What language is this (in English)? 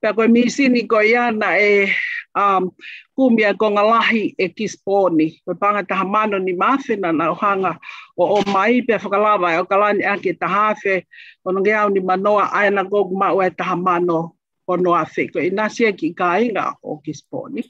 Tongan